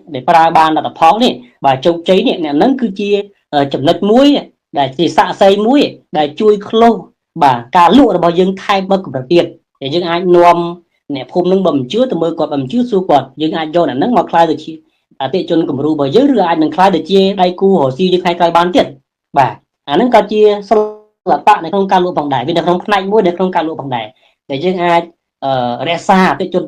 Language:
Khmer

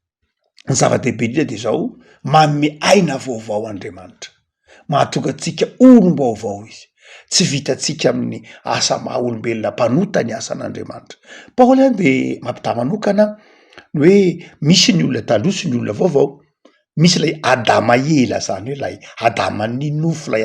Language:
Malagasy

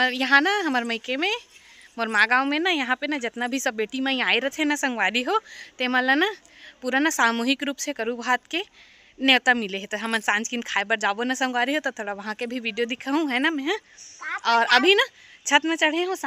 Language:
Chhattisgarhi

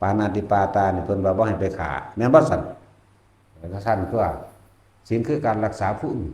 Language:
Northeastern Thai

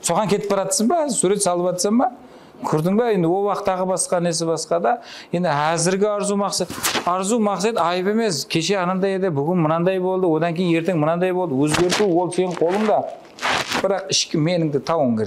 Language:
Kara-Kalpak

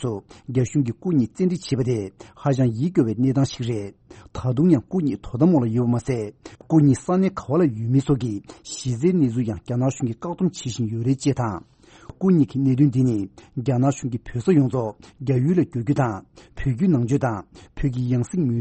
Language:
Tibetan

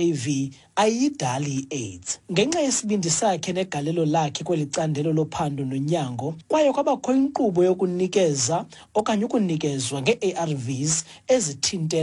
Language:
Xhosa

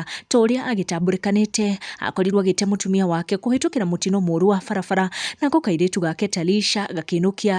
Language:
Kikuyu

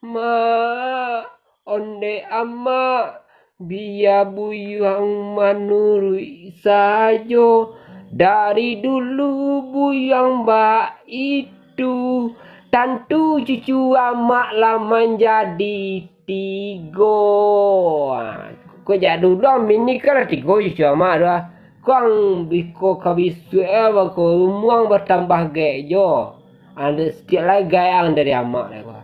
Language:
Minangkabau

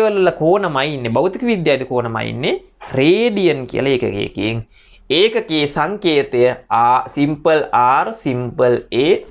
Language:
Sinhala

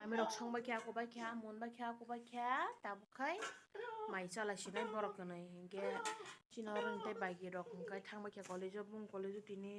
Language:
Kok Borok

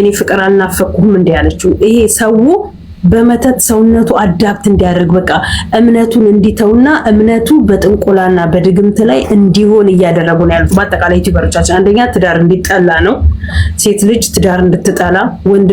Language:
Amharic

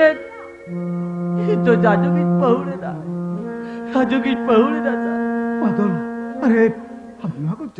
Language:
Santali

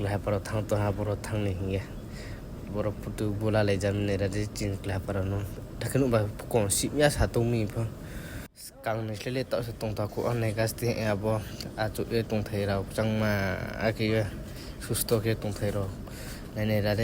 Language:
Riang (India)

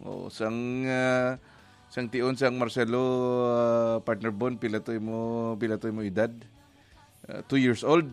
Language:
Hiligaynon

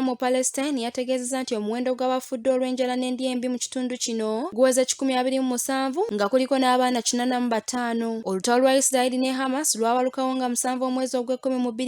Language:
Ganda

